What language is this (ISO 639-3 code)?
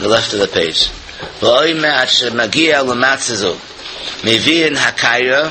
yid